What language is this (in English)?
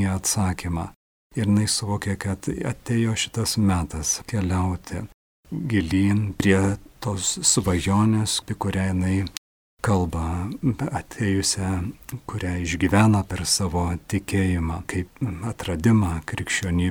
Lithuanian